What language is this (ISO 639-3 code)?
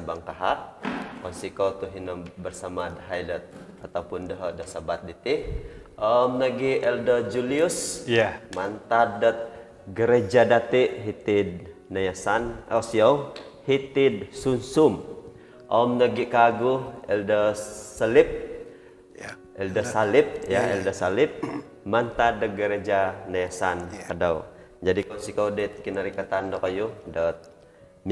dtp